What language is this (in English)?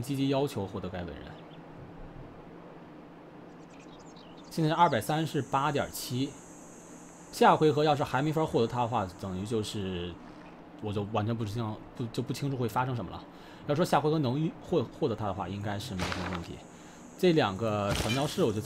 Chinese